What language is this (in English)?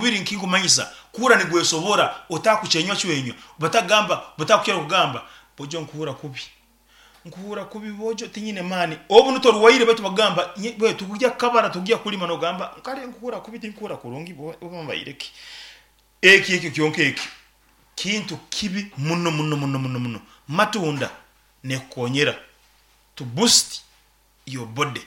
Nyankole